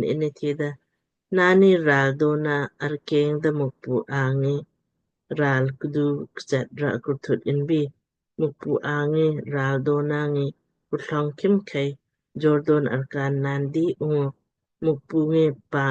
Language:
Lamkang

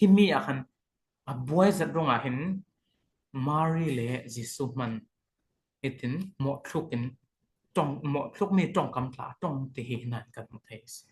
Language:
Falam Chin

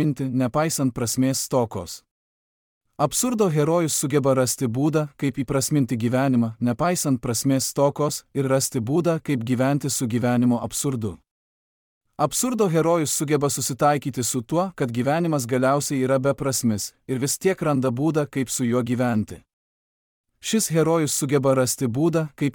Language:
Lithuanian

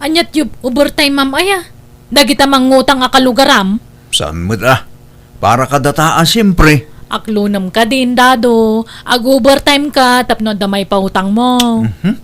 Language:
Iloko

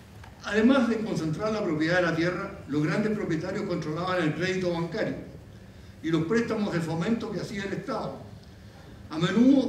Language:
Spanish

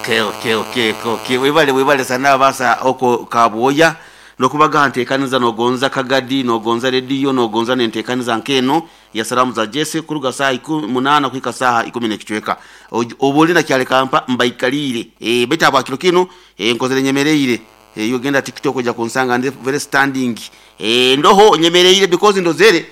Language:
Nyoro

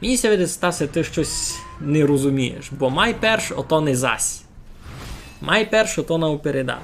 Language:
Rusyn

